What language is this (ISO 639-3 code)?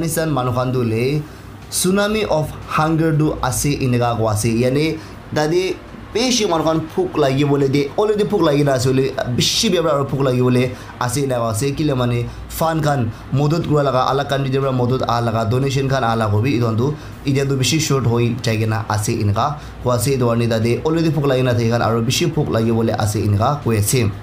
nag